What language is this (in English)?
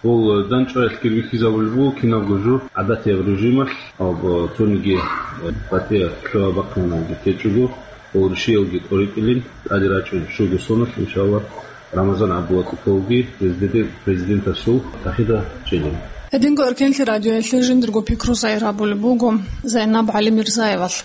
Avaric